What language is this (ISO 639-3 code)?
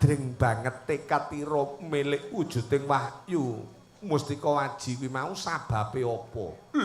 jav